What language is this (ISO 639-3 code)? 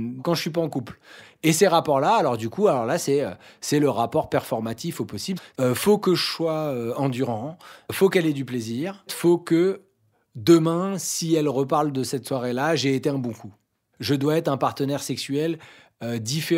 fra